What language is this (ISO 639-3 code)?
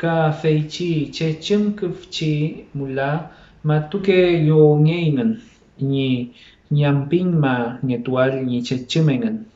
arn